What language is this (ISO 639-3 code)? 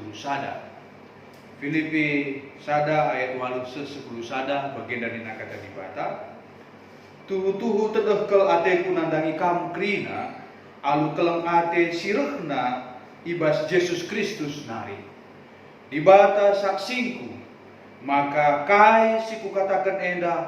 btx